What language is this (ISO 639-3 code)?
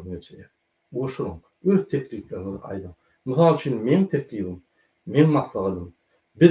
tuk